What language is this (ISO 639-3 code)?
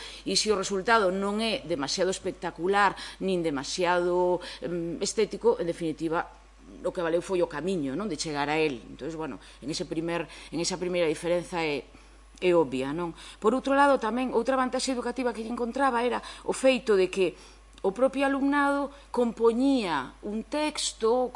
glg